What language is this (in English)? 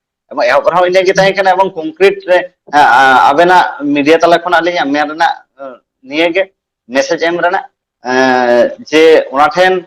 Santali